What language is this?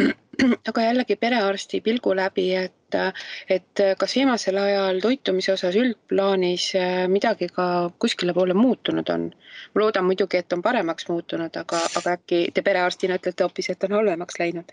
Estonian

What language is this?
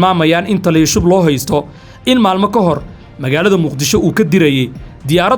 Somali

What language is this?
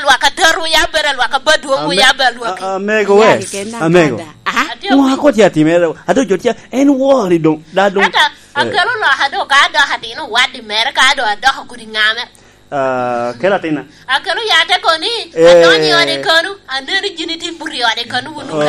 Lango (Uganda)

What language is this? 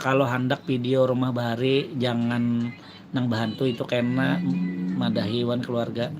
Banjar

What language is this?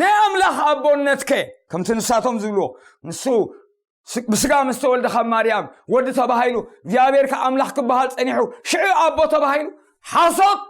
Tigrinya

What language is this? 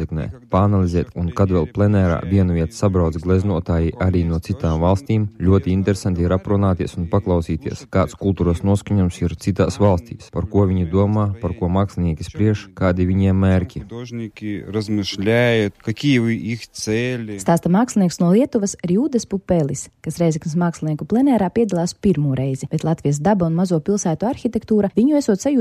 Latvian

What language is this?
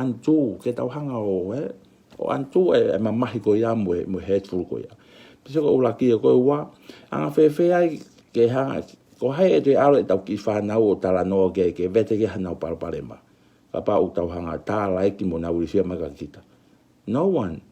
Tongan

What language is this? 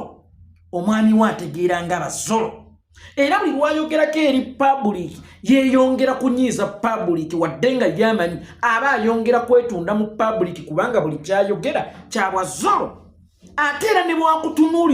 Ganda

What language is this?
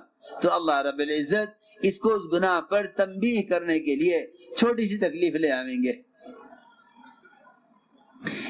Urdu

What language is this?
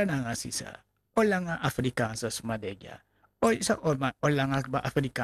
Sranan Tongo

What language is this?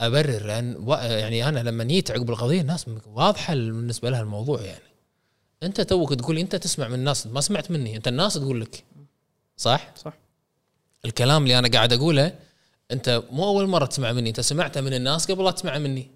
Gulf Arabic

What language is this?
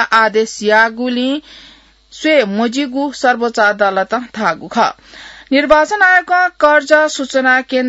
Newari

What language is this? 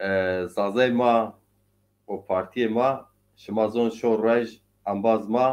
Zaza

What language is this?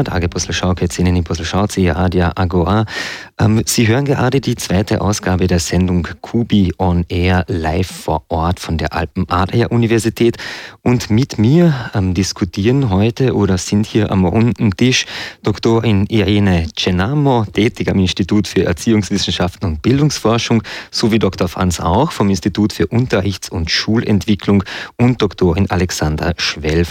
German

